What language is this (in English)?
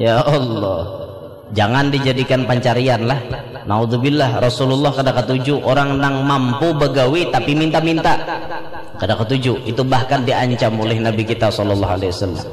Banjar